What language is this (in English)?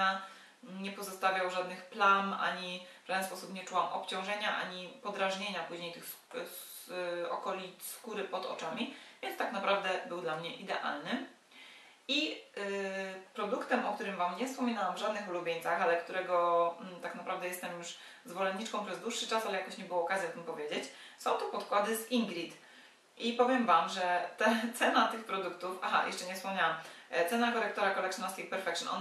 Polish